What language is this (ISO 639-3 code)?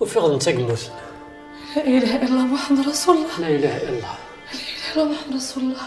kab